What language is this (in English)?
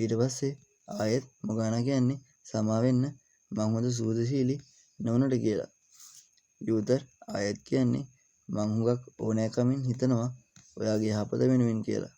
Sinhala